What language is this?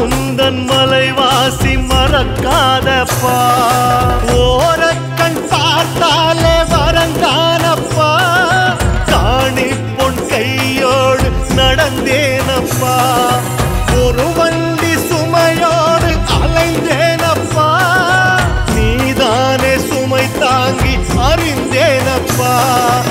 Tamil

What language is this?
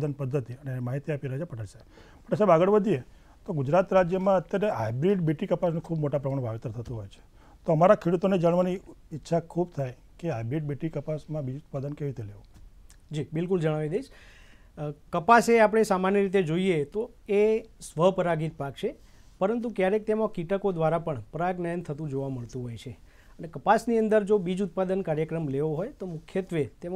Gujarati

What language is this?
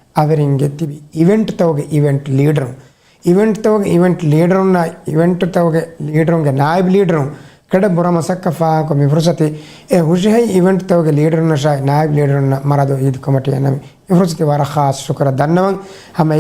Divehi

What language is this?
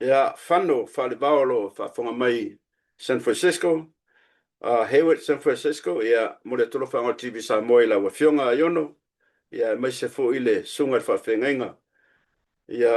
Samoan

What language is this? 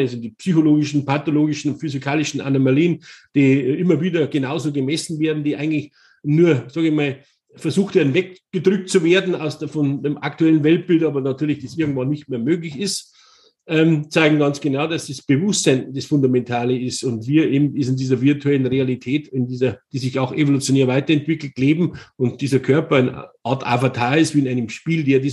German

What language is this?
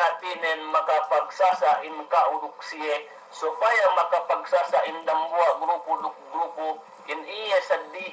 Yakan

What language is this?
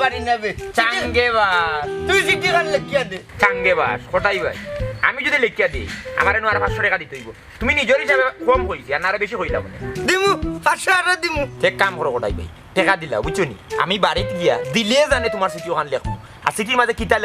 Sylheti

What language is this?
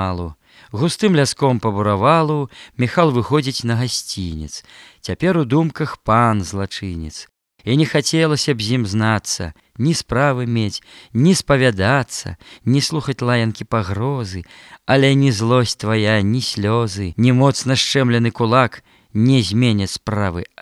Belarusian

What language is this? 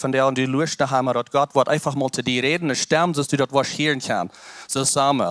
Plautdietsch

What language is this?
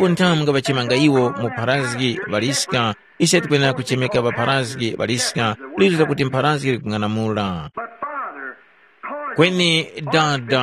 Tumbuka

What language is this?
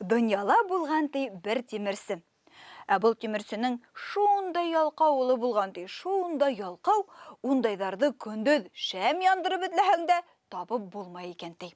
Bashkir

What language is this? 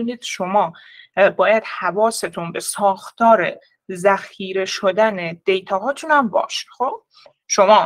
Persian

